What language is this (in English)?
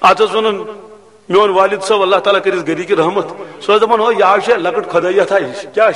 Kashmiri